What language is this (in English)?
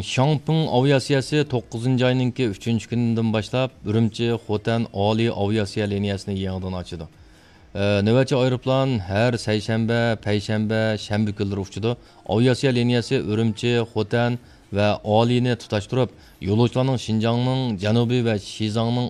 Uyghur